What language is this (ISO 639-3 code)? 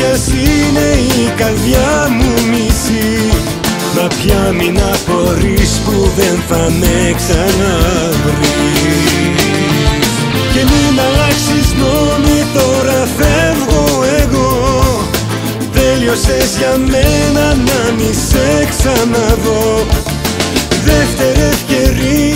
ell